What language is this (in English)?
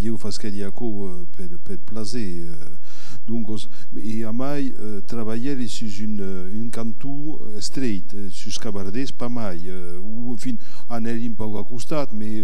Occitan